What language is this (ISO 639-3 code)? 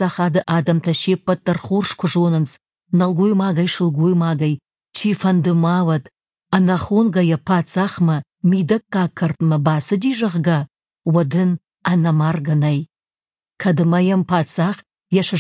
oss